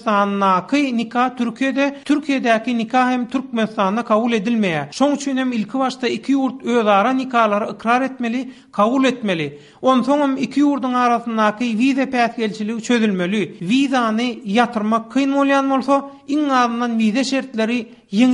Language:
Turkmen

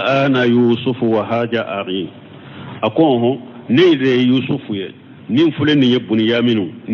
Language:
Bambara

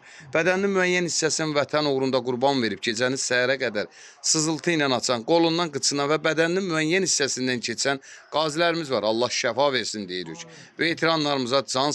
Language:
Azerbaijani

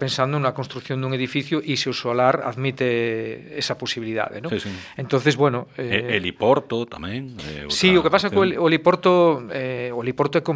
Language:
Galician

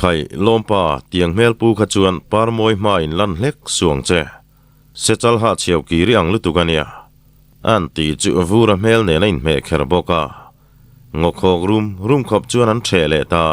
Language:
Mizo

